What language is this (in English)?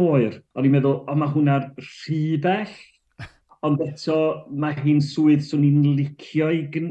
Welsh